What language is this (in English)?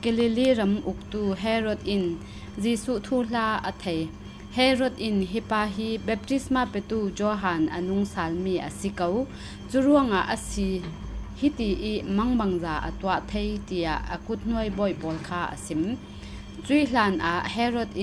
Falam Chin